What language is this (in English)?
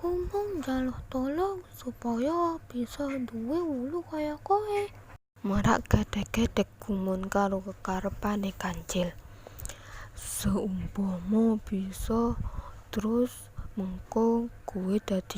Javanese